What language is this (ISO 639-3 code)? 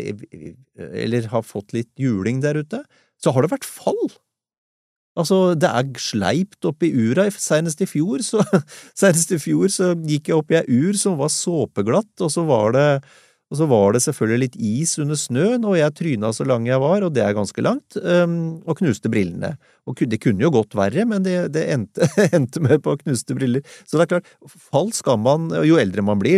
nor